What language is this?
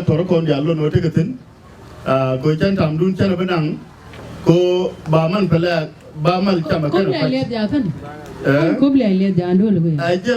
Nuer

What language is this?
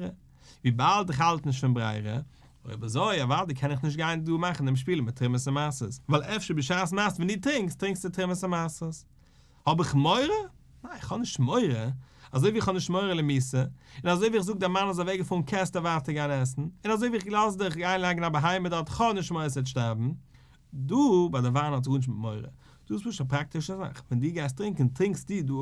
Yiddish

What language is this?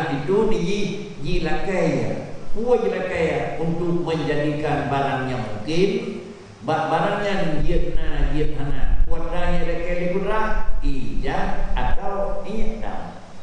Achinese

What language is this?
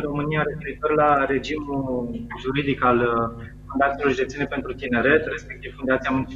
Romanian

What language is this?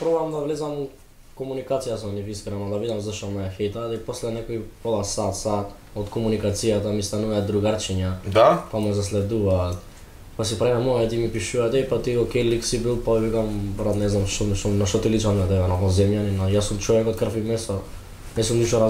Macedonian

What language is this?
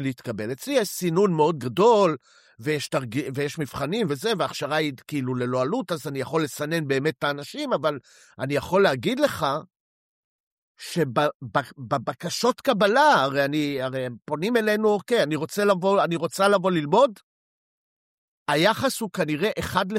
Hebrew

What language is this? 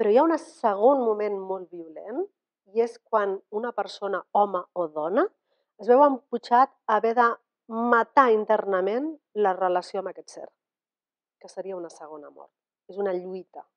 Catalan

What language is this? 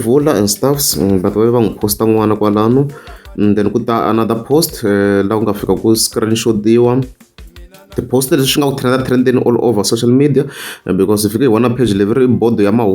Tsonga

